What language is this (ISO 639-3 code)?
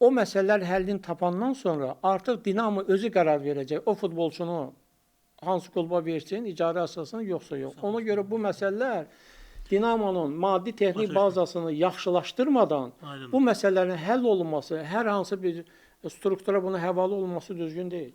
aze